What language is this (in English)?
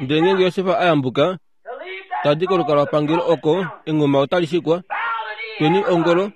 Kuanyama